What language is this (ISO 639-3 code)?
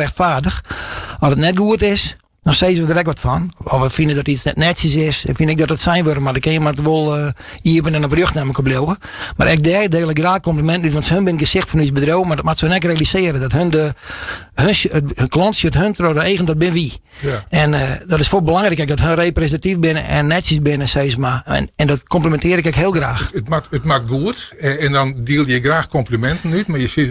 fry